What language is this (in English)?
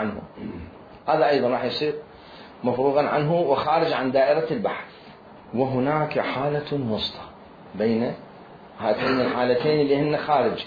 Mesopotamian Arabic